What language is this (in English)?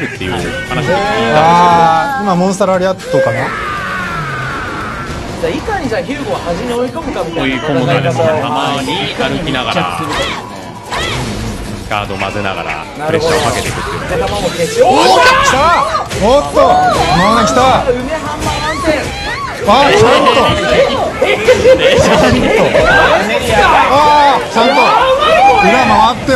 Japanese